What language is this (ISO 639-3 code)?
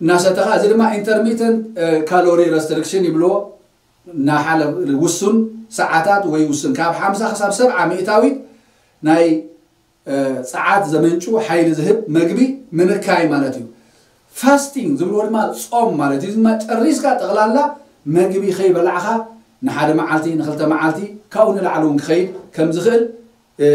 tir